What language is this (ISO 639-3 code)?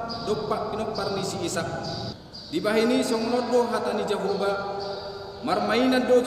bbc